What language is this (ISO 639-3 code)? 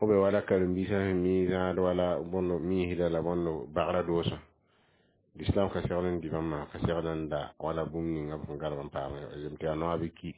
mos